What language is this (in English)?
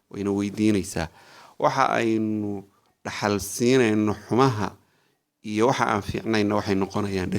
Somali